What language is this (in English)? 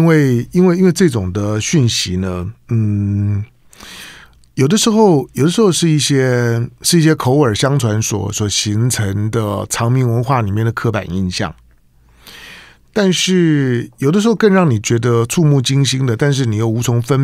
Chinese